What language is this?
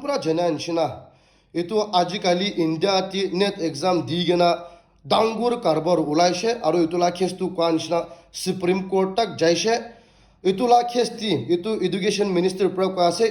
Naga Pidgin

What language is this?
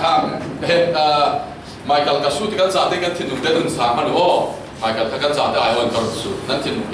Falam Chin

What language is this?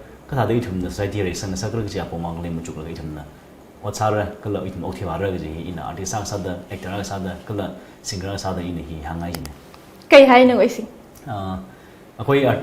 Tangkhul Naga (India)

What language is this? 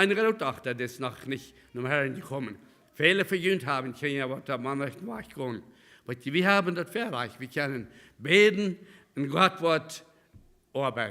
Plautdietsch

